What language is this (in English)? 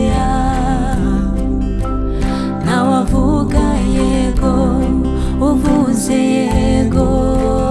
Kinyarwanda